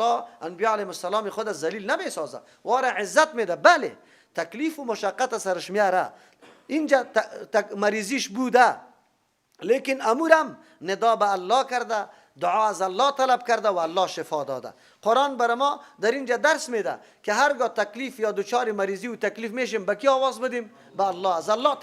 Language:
Persian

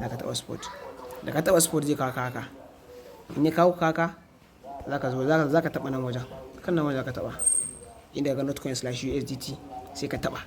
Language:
Hausa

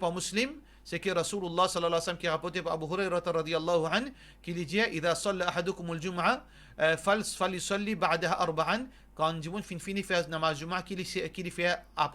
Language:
Morisyen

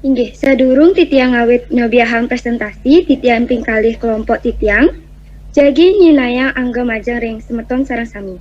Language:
Balinese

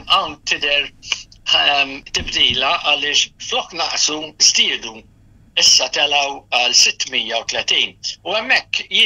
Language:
Maltese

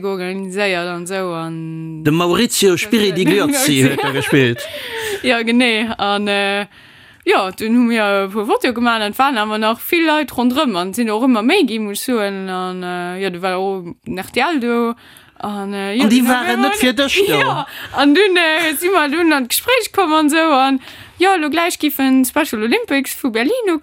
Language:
Luxembourgish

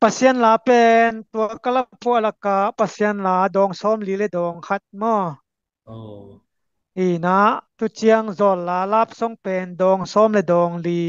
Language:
Tedim Chin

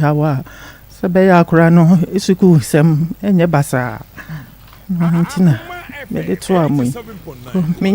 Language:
Akan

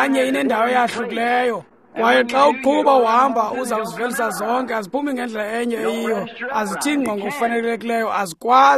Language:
Xhosa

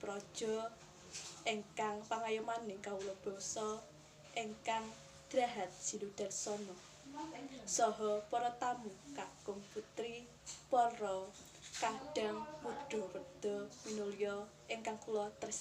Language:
Javanese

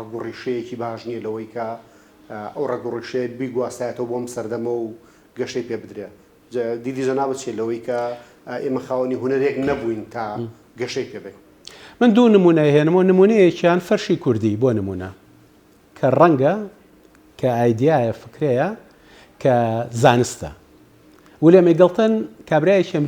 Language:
Central Kurdish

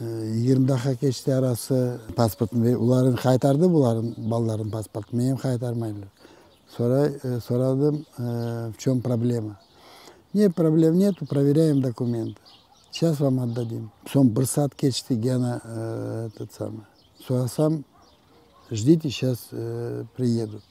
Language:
Crimean Tatar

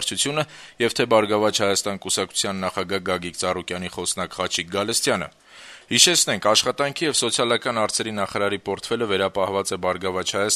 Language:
Armenian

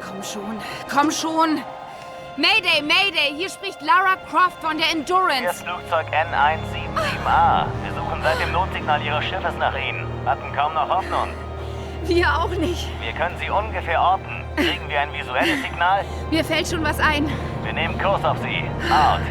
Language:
Bavarian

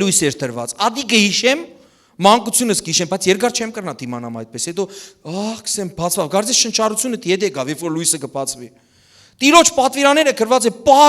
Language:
Western Armenian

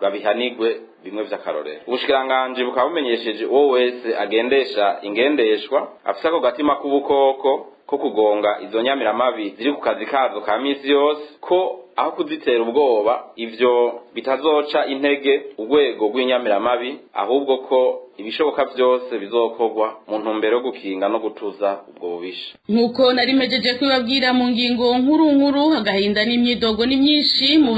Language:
Rundi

